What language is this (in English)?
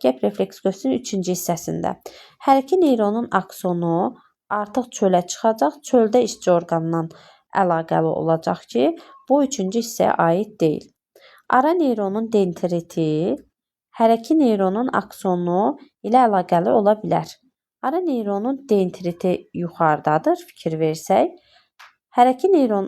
Azerbaijani